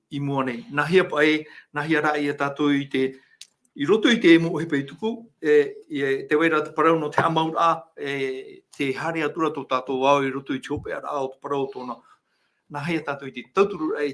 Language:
Tahitian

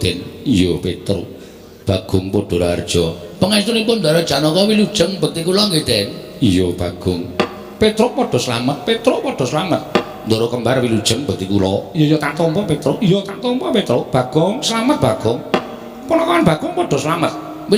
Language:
Javanese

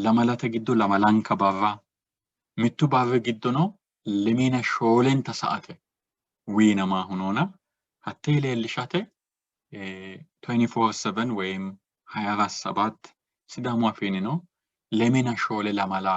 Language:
Sidamo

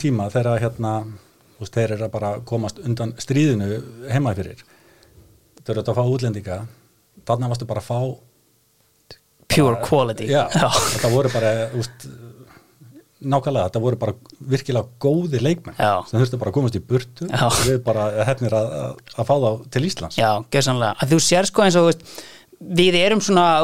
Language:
Icelandic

